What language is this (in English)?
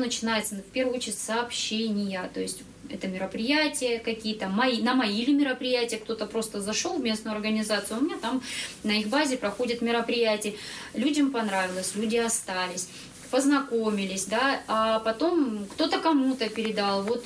Russian